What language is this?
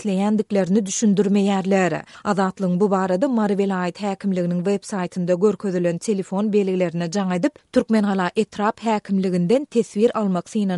Turkmen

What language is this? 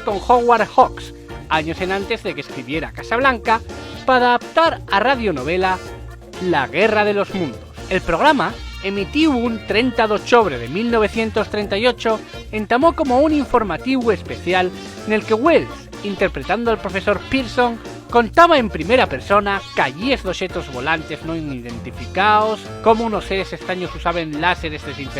Asturian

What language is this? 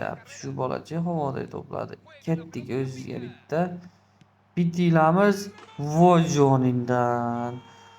Uzbek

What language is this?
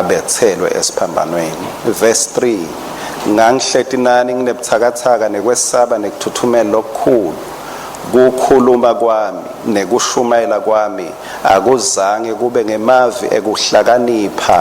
Swati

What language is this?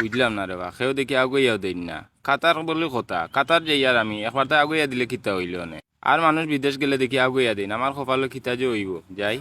Sylheti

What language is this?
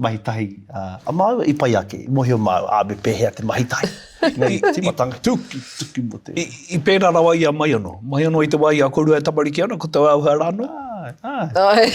Māori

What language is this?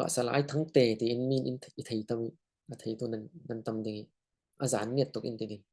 Falam Chin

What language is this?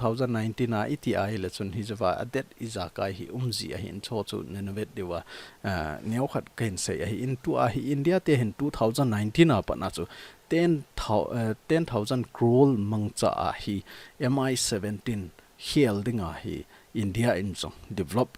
Thado Chin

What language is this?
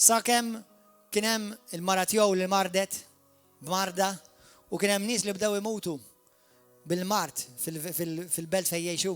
Maltese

